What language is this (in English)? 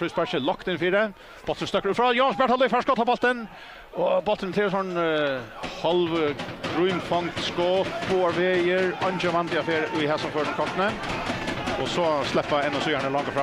Faroese